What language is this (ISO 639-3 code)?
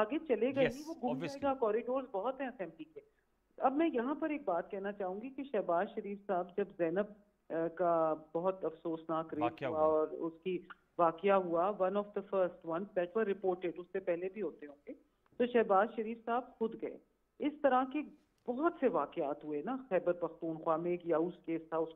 urd